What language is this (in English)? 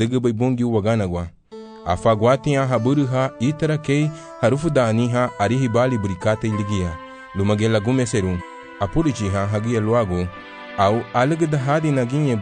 Garifuna